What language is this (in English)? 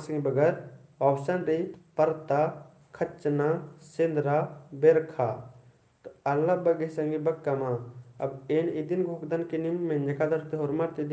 Kurukh